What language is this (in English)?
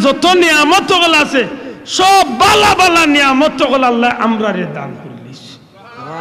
Sylheti